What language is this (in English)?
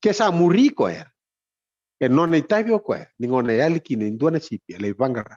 Fijian